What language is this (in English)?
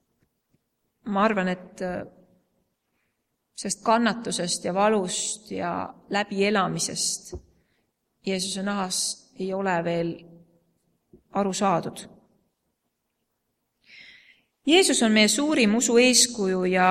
Estonian